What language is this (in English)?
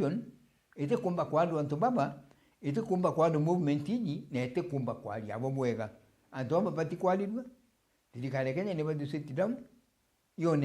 Meru